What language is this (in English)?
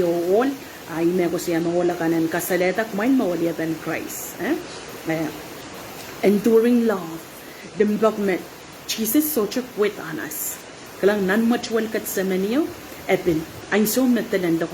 Pohnpeian